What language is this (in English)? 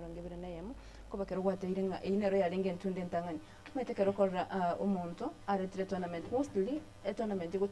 Gusii